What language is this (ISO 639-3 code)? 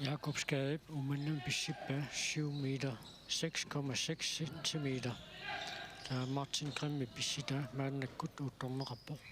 kal